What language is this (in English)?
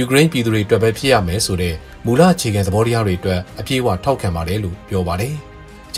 Burmese